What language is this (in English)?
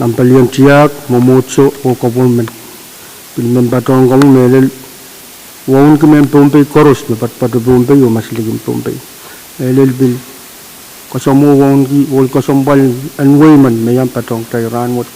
Pohnpeian